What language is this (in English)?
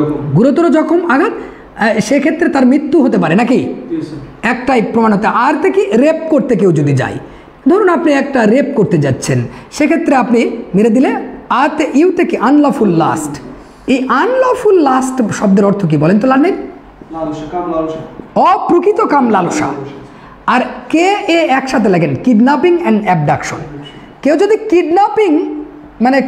Bangla